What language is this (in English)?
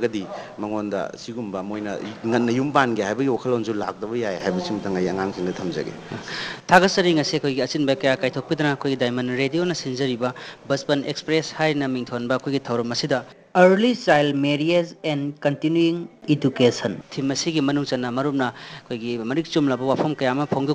Manipuri